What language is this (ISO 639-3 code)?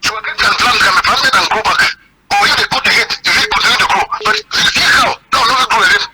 wes